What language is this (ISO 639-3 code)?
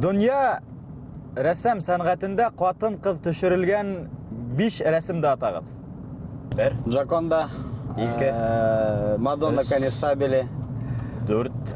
bak